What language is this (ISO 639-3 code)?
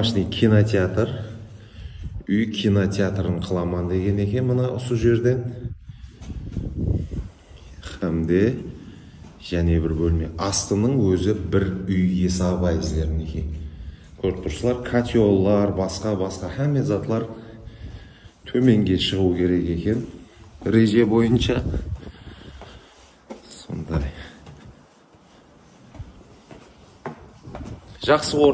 kaa